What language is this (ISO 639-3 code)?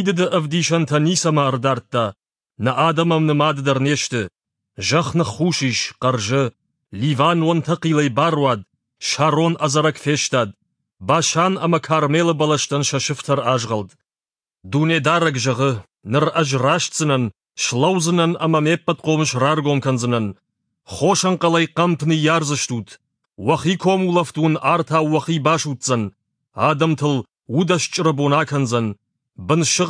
oss